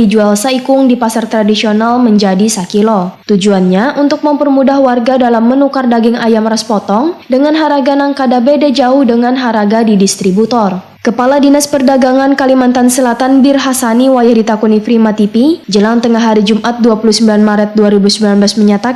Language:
Banjar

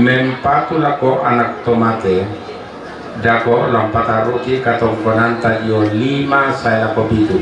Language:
Toraja-Sa'dan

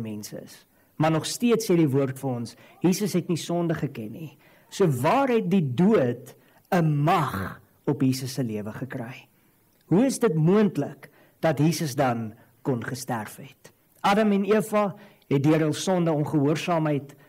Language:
Afrikaans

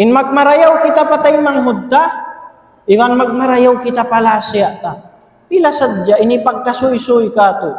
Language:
Tausug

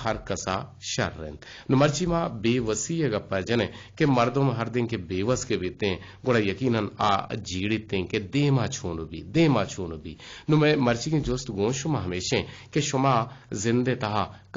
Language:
Eastern Balochi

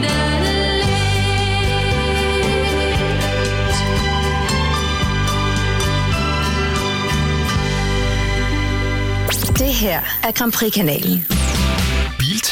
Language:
Danish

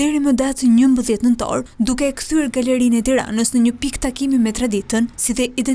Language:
Albanian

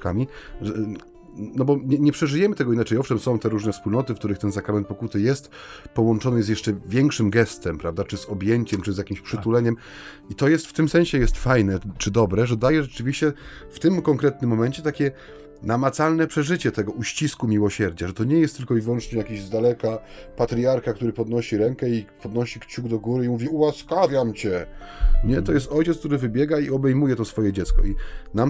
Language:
Polish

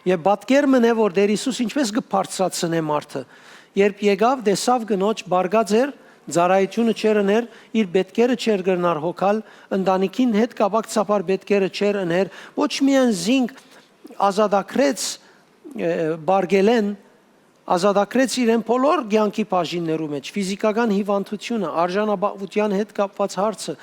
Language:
Western Armenian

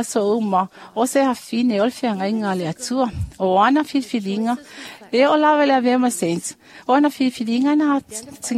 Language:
Samoan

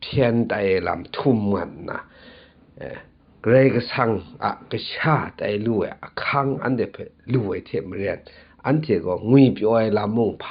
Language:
Kachin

